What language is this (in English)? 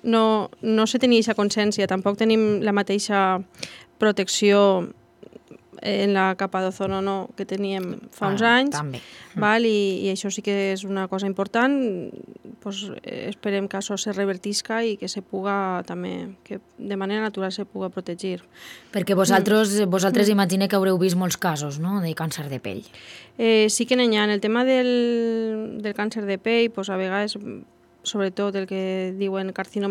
Catalan